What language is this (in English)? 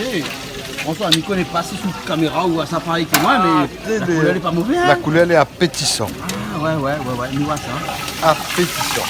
Réunion Creole French